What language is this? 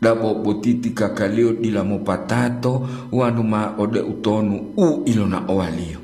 Gorontalo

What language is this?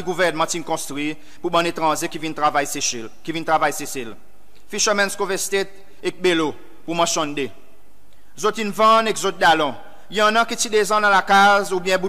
Seselwa Creole French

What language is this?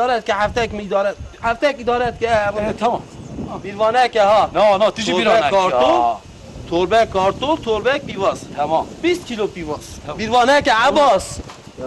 Kurdish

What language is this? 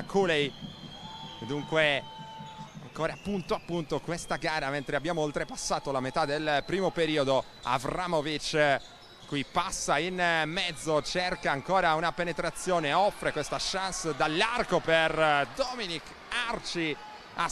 Italian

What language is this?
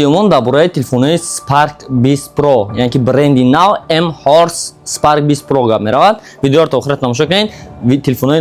Tajik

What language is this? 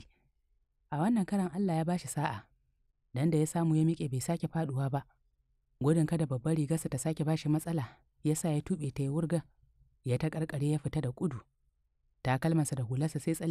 Hausa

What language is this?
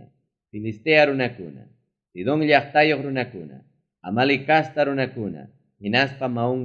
Ayacucho Quechua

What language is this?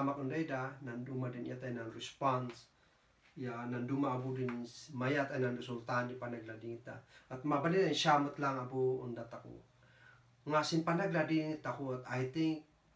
Kankanaey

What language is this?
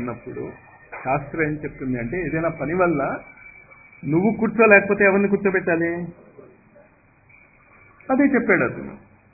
Telugu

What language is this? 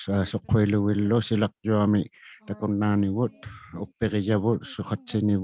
Inuktitut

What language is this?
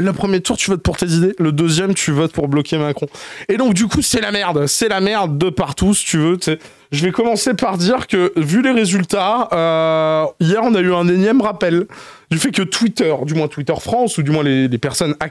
French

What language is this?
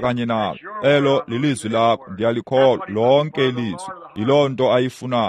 Xhosa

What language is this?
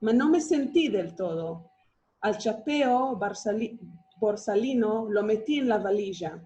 Ladino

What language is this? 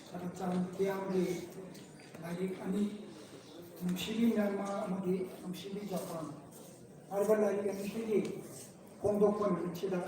Manipuri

